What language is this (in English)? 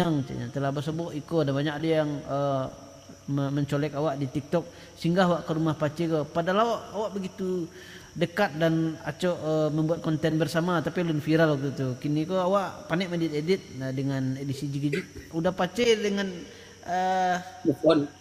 Minangkabau